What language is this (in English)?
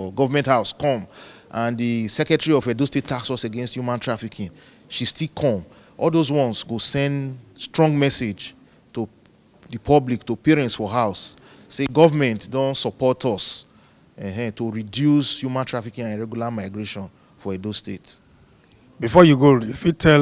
Nigerian Pidgin